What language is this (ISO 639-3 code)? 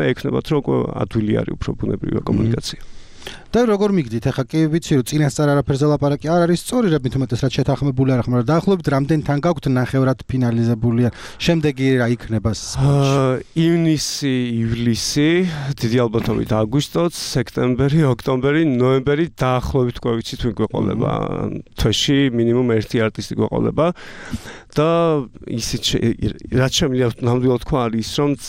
kat